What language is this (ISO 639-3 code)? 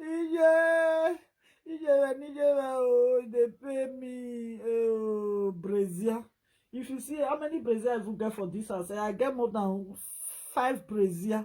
pcm